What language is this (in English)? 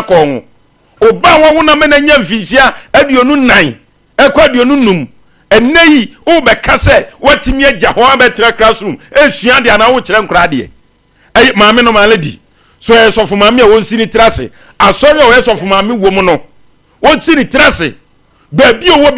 Akan